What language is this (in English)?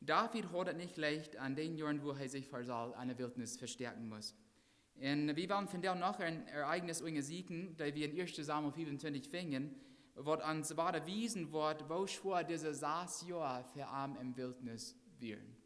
Plautdietsch